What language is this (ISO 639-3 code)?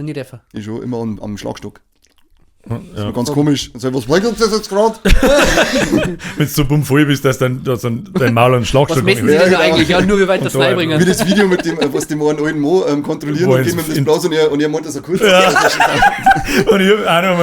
bar